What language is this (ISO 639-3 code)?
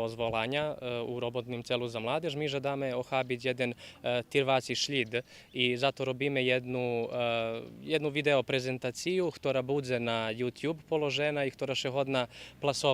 rue